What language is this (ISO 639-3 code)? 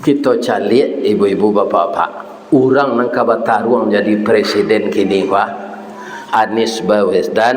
min